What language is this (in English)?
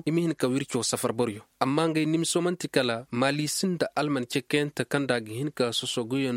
Koyraboro Senni